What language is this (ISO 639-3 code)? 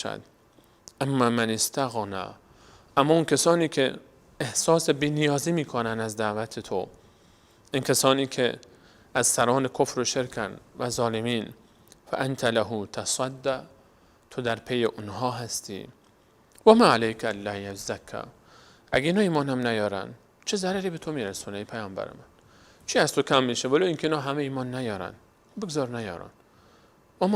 fas